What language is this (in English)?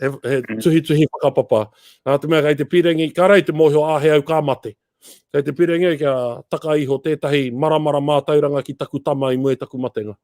Māori